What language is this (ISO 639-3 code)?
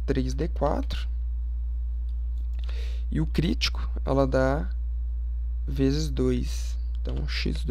por